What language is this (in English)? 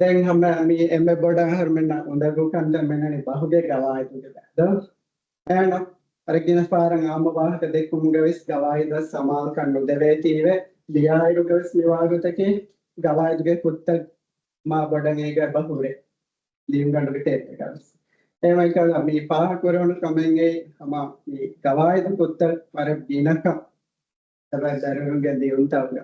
Divehi